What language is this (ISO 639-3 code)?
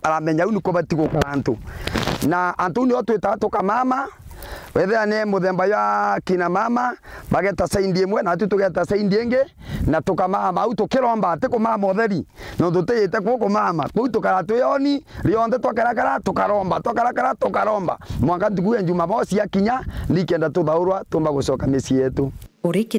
mer